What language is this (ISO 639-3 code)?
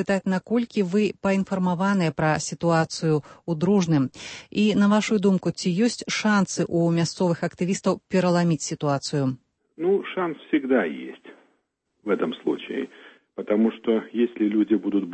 bel